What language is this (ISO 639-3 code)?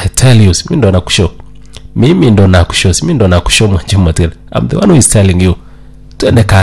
guz